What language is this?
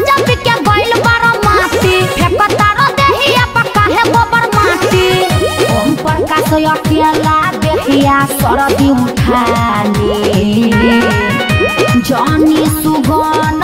Bhojpuri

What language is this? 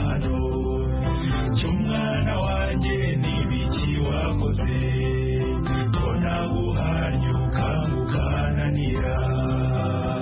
Kinyarwanda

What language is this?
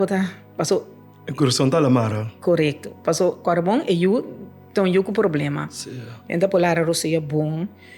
Papiamento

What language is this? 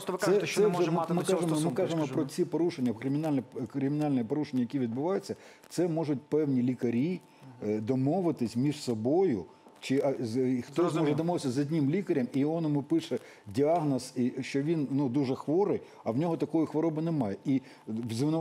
Ukrainian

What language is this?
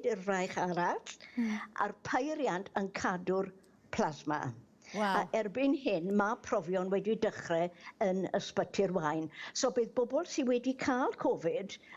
Welsh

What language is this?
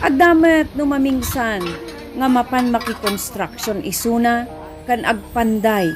Iloko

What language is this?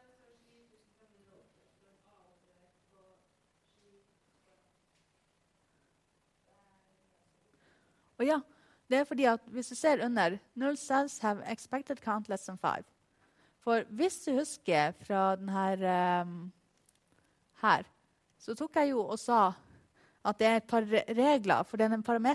Norwegian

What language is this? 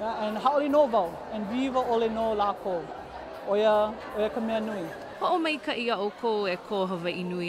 Hawaiian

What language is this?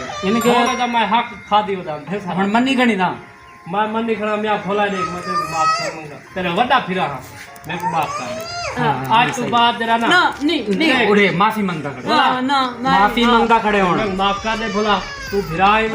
Saraiki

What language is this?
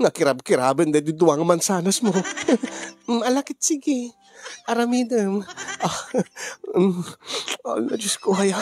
Iloko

